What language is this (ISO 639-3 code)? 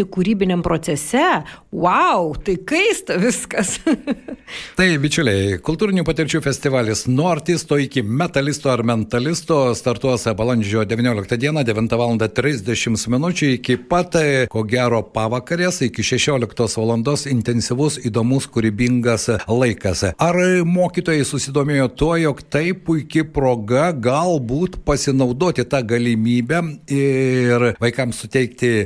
lit